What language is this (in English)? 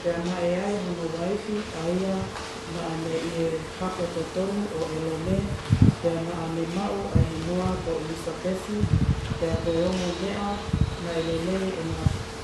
Tongan